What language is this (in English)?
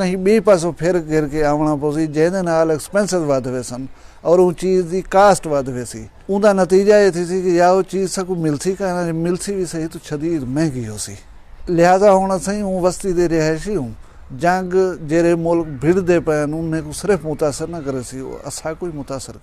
Saraiki